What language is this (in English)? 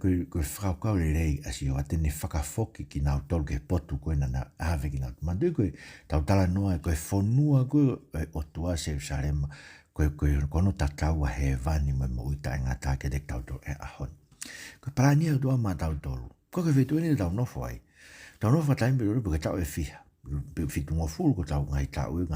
Tongan